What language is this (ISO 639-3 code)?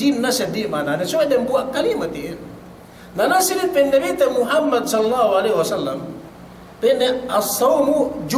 yka